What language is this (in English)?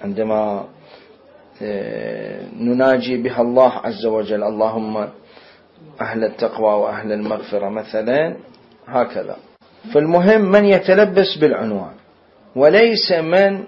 Mesopotamian Arabic